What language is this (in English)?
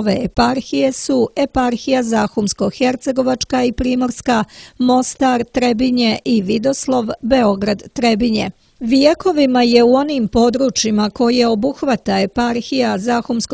Serbian